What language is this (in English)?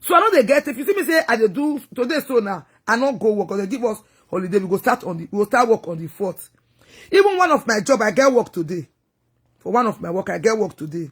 Nigerian Pidgin